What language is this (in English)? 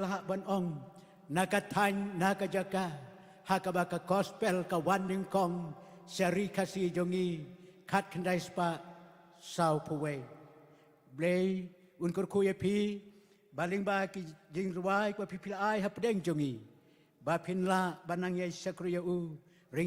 Khasi